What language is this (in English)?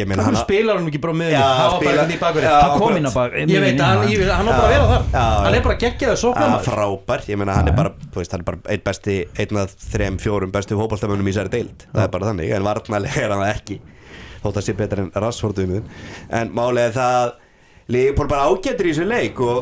Icelandic